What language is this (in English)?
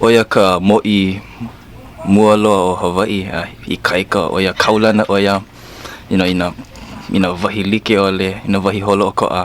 Hawaiian